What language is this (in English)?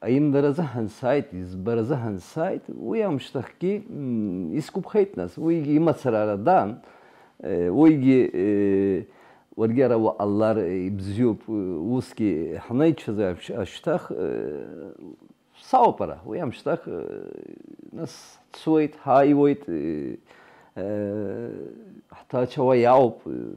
Abkhazian